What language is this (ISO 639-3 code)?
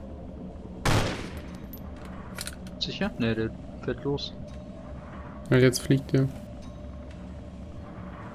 deu